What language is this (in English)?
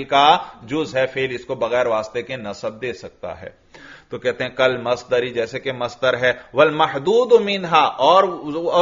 Urdu